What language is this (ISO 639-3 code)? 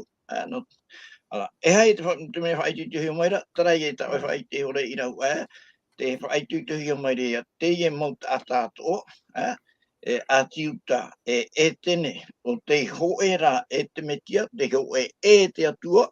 tah